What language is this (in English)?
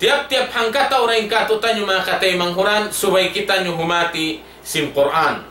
Tausug